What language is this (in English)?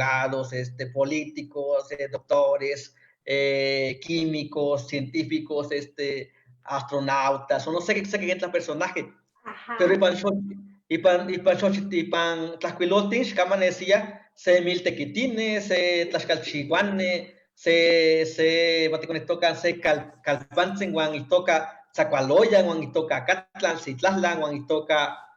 Eastern Huasteca Nahuatl